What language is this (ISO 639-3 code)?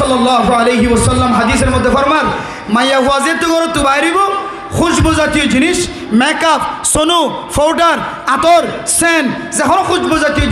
rhg